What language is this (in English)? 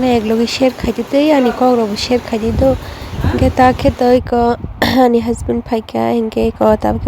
Kok Borok